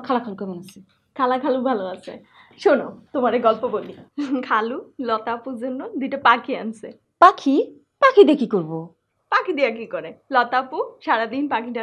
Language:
Bangla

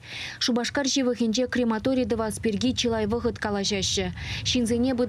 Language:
Chuvash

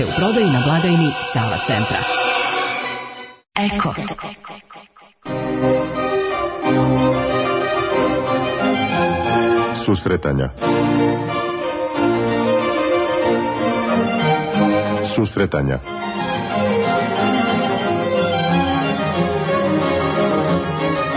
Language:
Serbian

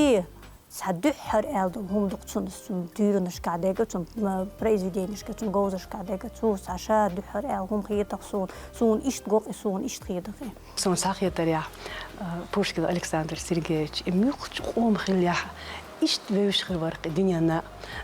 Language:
Chechen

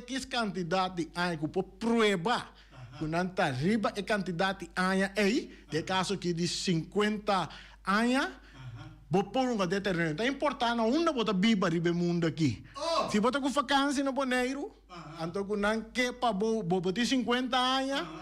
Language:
Papiamento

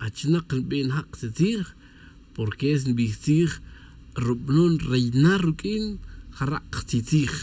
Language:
Tz'utujil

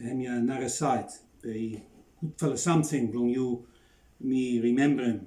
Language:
Bislama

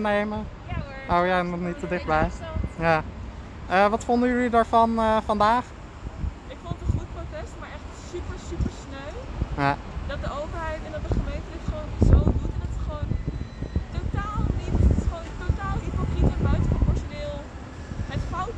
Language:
Dutch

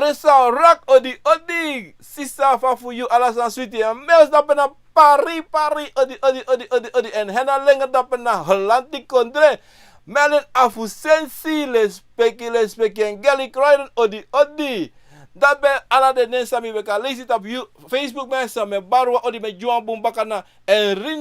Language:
Sranan Tongo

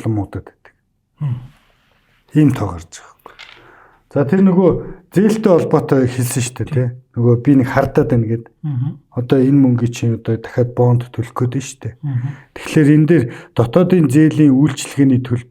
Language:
Mongolian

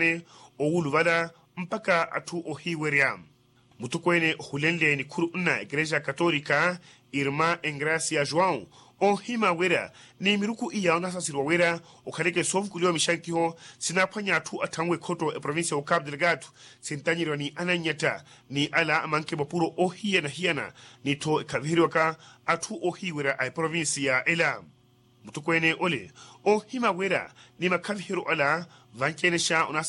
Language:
Makhuwa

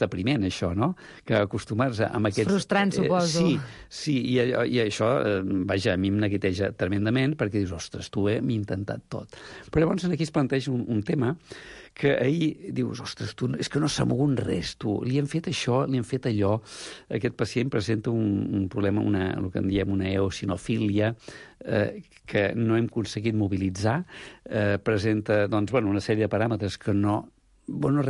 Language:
Catalan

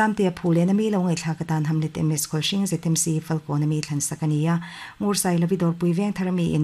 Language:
Mizo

